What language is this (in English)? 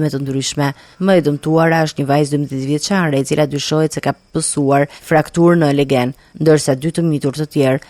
Albanian